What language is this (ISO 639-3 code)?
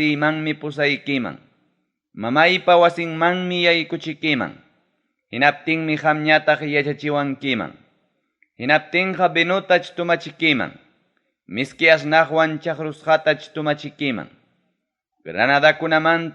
quy